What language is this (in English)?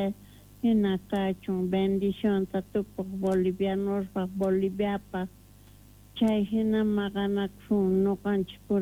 South Bolivian Quechua